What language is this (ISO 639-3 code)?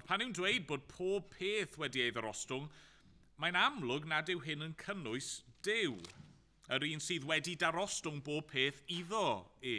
cym